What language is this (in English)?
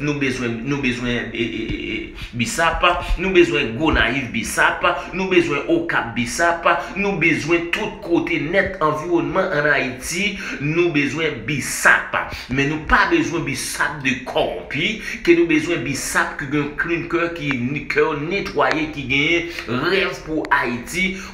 Haitian Creole